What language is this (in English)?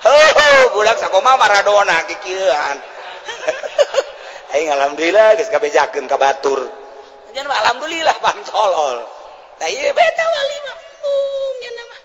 Sundanese